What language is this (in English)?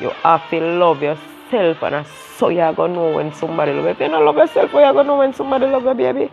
Jamaican Creole English